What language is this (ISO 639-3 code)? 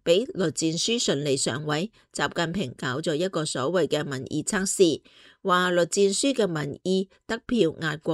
yue